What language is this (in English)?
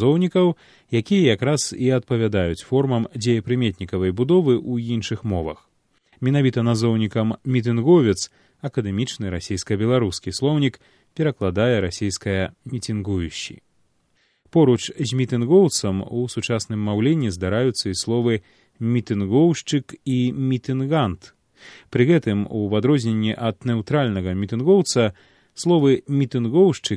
Belarusian